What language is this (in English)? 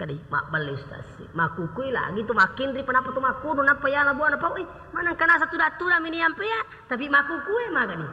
Buginese